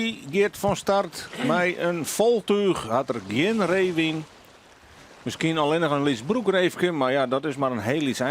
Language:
Western Frisian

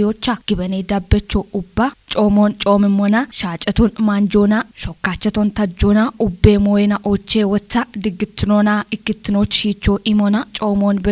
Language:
Kafa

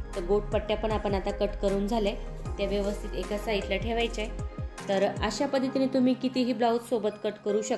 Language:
Marathi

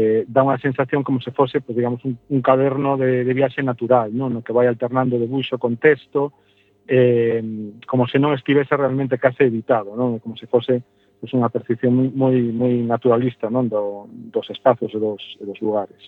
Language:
Galician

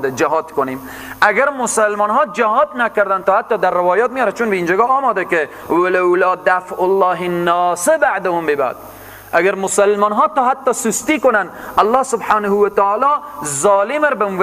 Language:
Persian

